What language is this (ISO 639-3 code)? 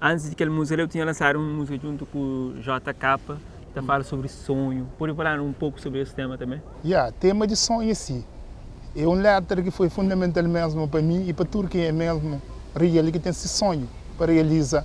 kea